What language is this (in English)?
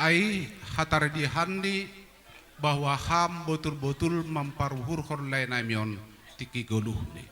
Batak Simalungun